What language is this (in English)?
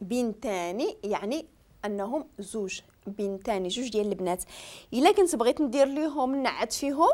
Moroccan Arabic